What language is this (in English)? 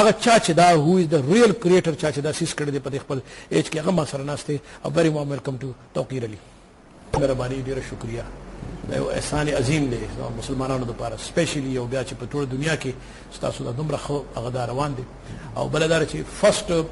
Pashto